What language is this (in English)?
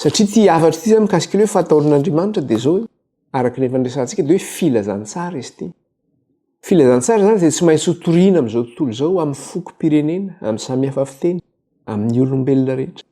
Malagasy